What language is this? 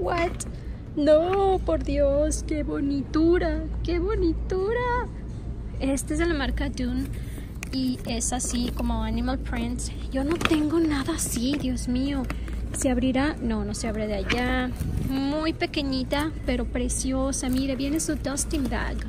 Spanish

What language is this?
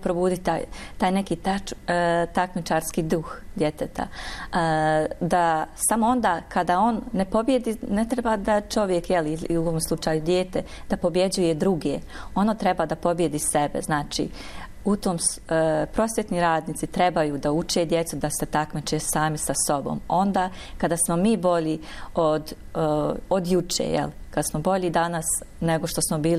Bosnian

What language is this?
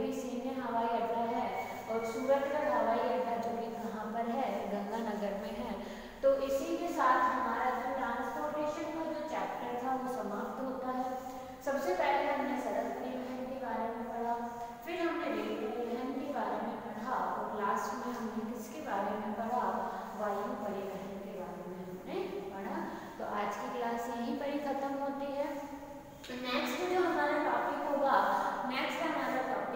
Hindi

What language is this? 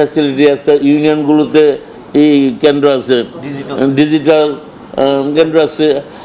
Bangla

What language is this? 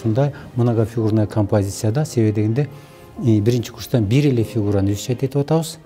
Kyrgyz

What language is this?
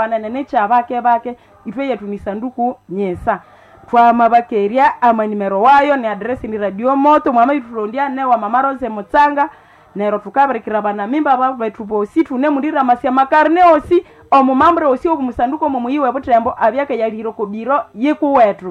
Nande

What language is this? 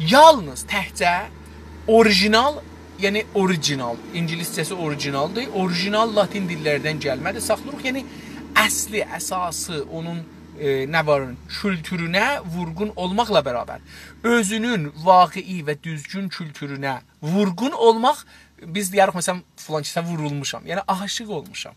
South Azerbaijani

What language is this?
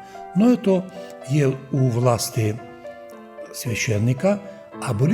Rusyn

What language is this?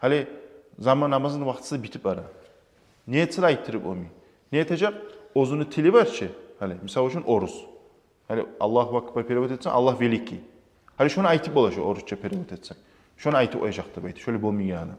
Kumyk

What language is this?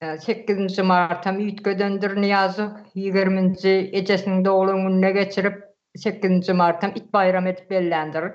Turkmen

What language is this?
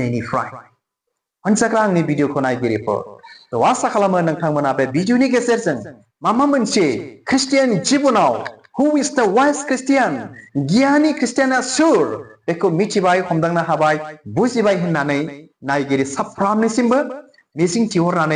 Bodo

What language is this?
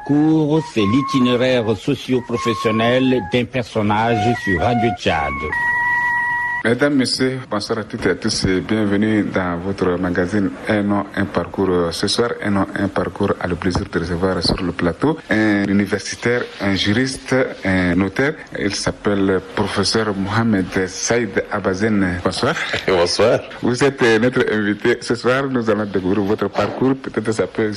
French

